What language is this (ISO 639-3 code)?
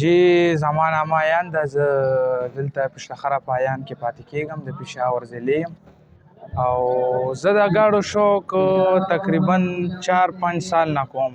pus